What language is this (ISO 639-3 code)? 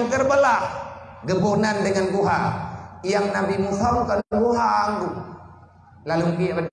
ace